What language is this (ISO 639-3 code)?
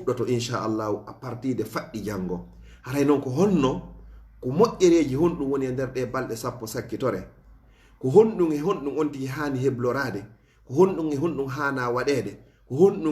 ful